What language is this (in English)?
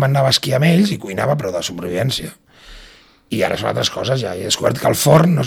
Catalan